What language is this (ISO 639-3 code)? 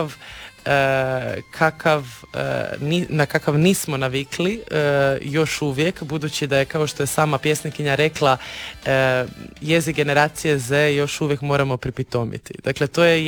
hrv